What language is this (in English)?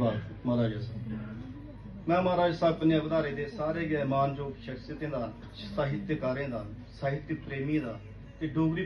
Dogri